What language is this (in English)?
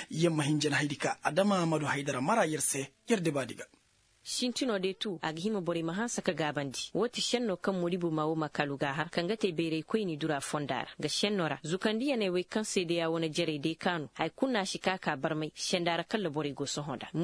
Koyraboro Senni